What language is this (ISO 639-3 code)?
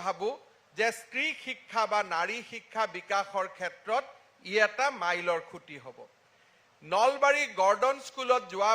asm